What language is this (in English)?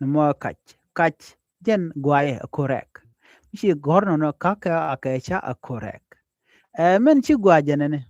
Nuer